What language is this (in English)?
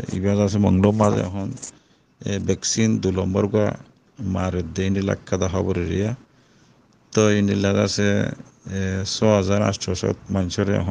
Rohingya